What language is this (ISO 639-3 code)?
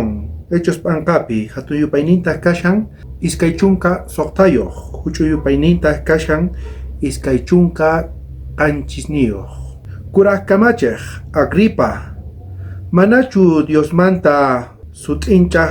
quh